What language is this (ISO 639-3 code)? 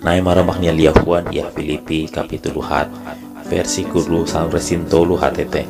tet